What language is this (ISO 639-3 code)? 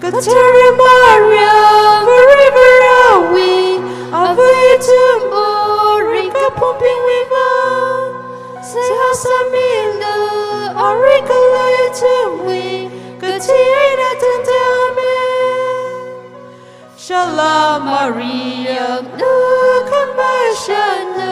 nmf